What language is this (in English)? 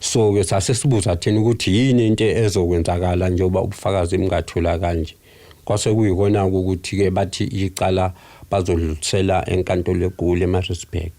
Zulu